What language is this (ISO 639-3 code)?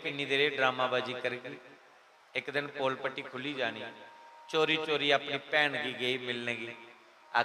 doi